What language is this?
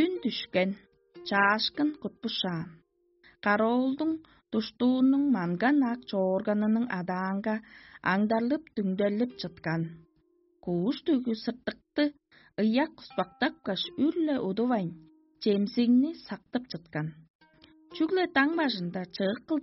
Tuvinian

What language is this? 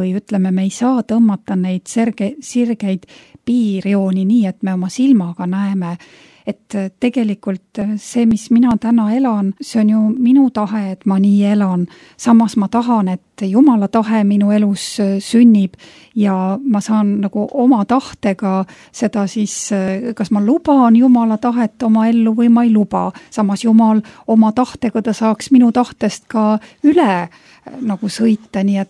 Estonian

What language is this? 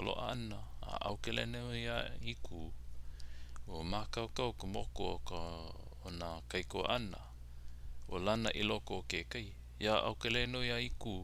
Hawaiian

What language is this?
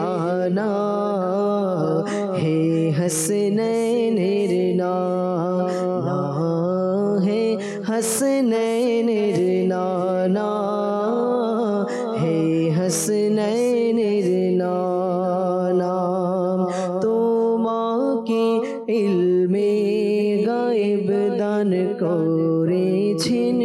Bangla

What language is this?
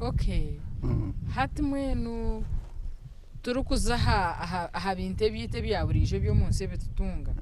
Nyankole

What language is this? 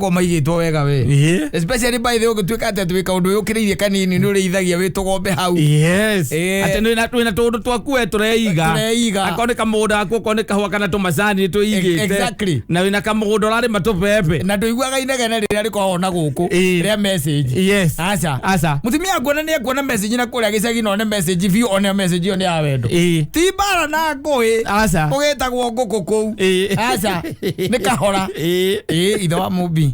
Kikuyu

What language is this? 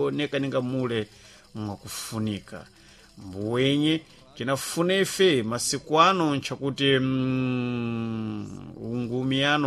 Sena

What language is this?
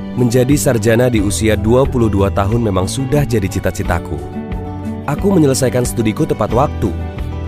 Indonesian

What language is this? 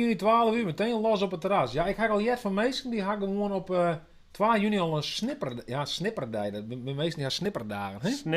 Western Frisian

